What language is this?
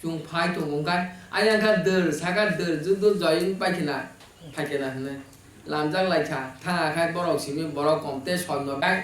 Kok Borok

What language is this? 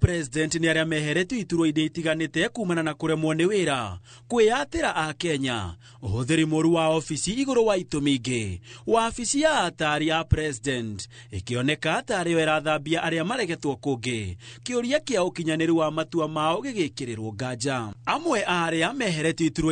Kikuyu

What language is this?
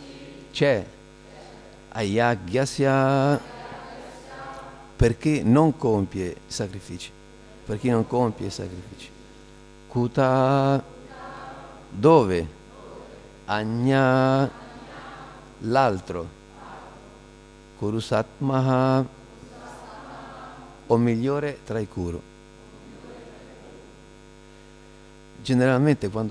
Italian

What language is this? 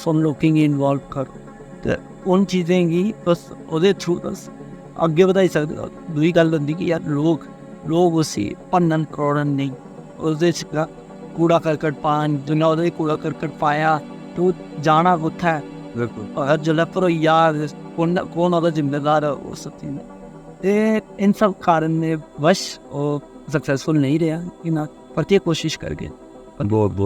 Dogri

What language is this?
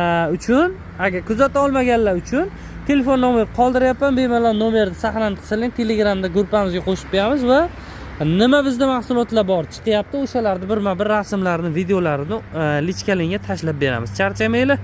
Uzbek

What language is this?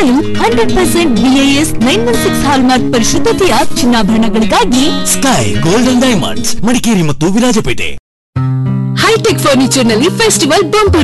Kannada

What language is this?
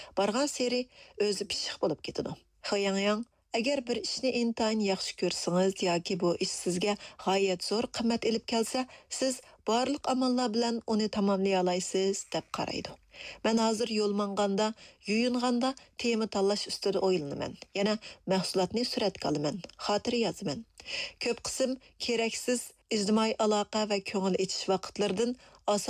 Uyghur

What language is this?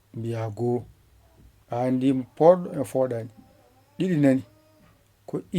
Fula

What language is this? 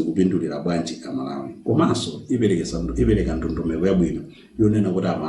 Nyanja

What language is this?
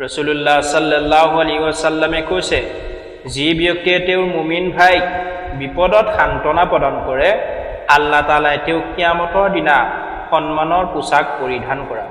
Assamese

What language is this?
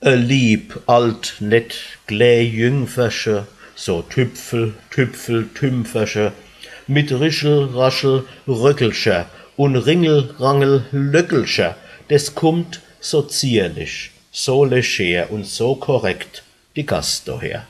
Palatine German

